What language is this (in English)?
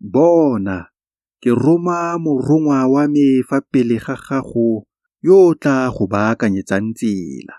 Tswana